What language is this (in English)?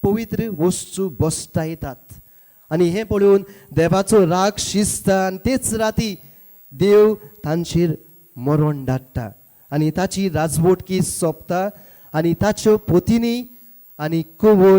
Konkani